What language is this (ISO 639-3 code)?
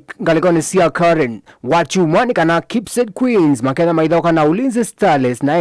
kam